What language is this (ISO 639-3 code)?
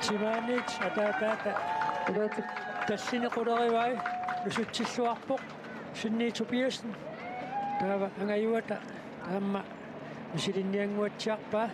kal